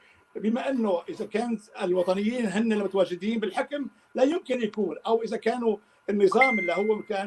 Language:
North Levantine Arabic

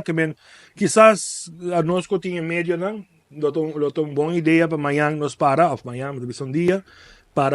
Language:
Papiamento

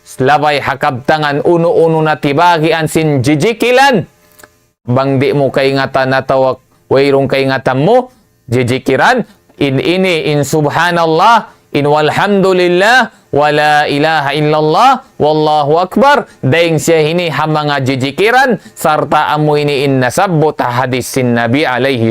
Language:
Tausug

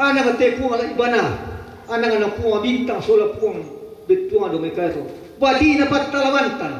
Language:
Toraja-Sa'dan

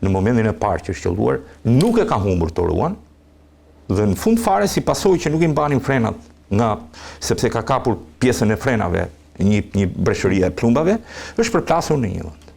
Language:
Albanian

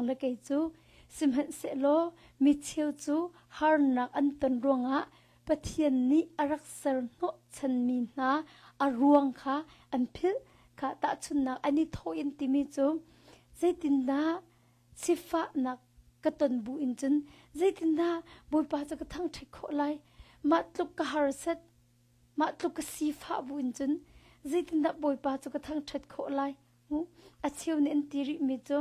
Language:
Hakha Chin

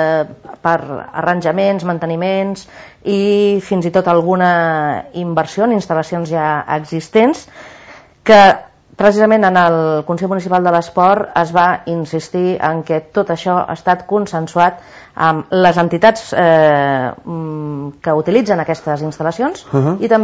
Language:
Catalan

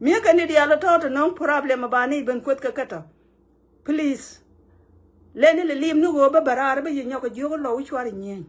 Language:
Nuer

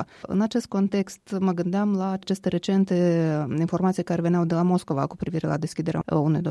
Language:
Romanian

